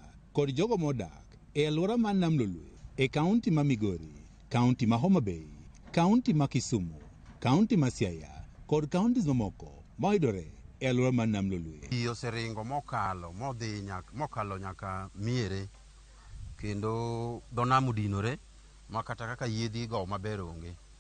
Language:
Luo (Kenya and Tanzania)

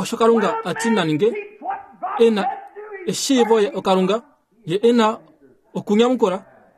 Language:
Kuanyama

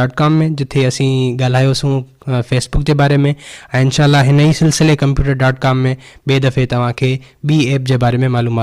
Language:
Sindhi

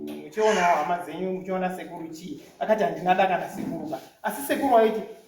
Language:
Shona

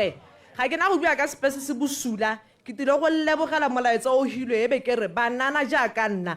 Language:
Tswana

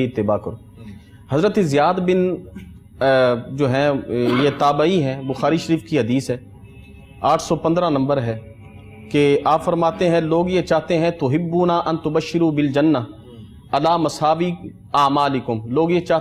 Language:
Urdu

